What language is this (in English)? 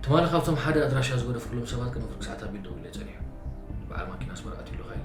Tigrinya